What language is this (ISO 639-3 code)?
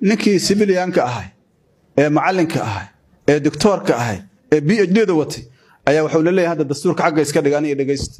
som